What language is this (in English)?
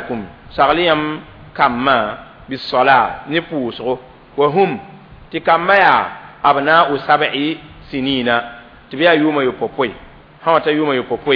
Mossi